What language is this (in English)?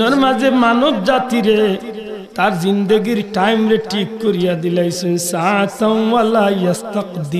Sylheti